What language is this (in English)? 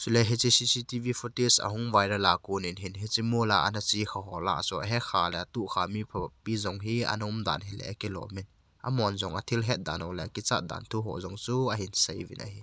Thado Chin